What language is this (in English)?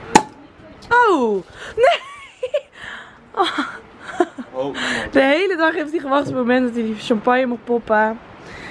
Dutch